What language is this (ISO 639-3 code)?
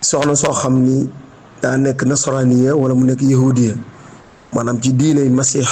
wol